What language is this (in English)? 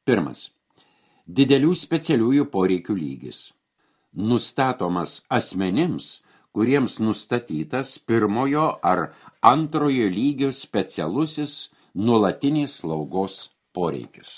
Lithuanian